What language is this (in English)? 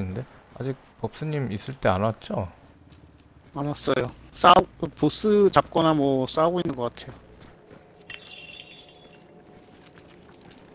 Korean